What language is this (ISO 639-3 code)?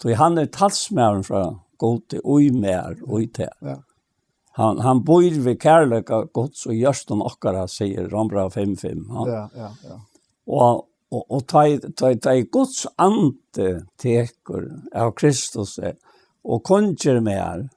fao